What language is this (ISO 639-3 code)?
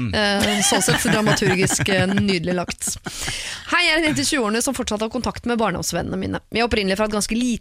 nor